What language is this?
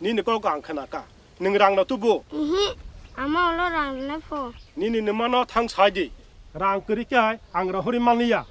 Kok Borok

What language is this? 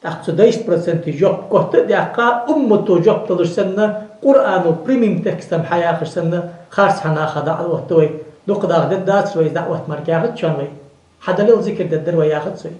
Ingush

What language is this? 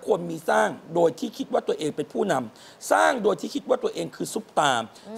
Thai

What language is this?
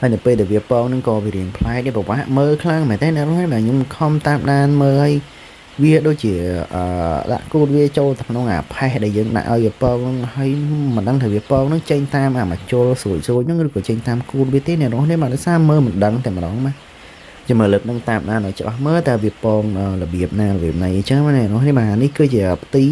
Khmer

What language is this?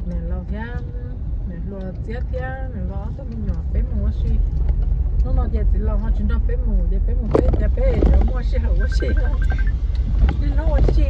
Hmong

